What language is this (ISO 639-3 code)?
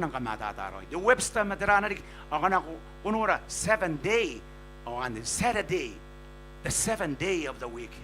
gil